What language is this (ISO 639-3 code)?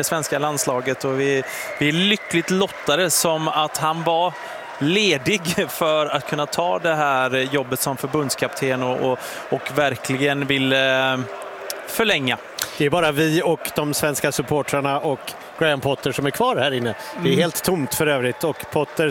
swe